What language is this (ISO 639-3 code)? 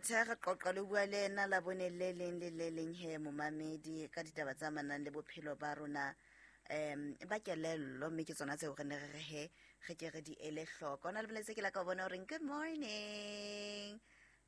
sot